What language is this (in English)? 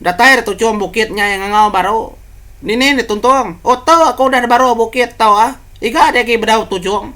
Iban